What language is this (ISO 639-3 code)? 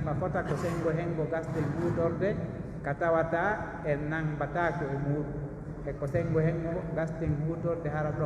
fuf